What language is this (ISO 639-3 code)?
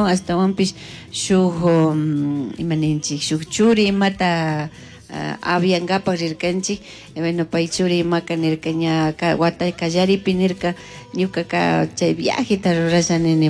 qug